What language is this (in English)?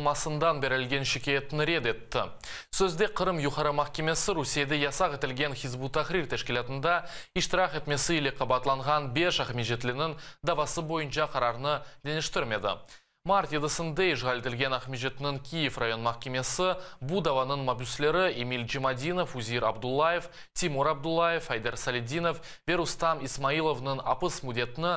Crimean Tatar